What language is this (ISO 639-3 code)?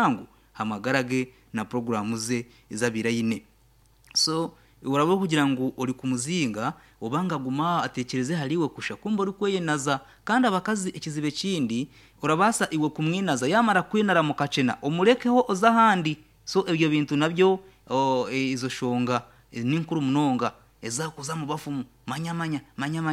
nyn